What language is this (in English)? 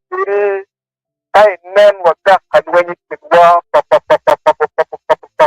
Acoli